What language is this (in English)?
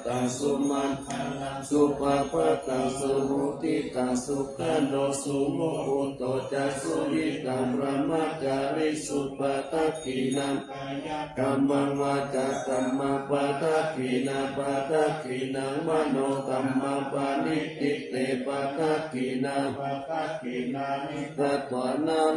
Pali